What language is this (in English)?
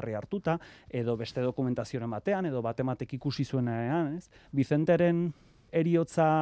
Basque